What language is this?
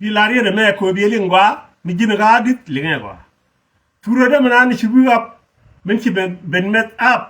Nuer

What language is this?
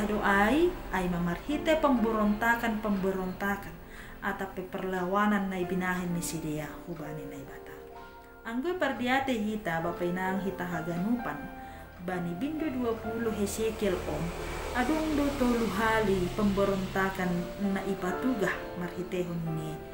Batak Simalungun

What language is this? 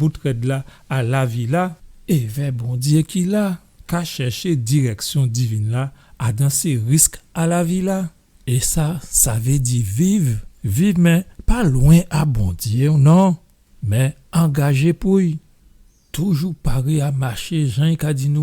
Guadeloupean Creole French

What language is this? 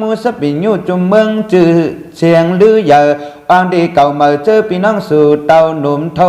Shan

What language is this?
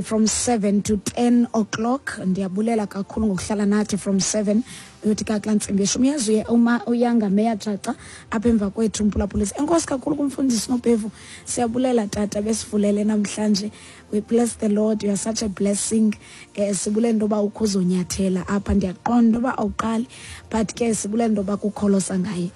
Xhosa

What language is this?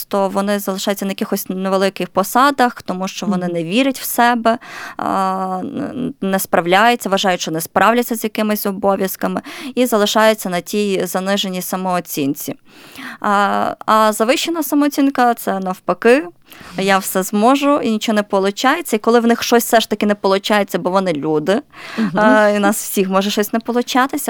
Ukrainian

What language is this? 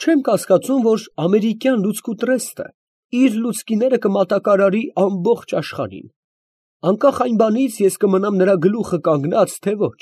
Armenian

